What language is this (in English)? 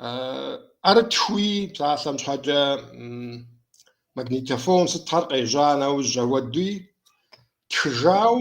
Kabardian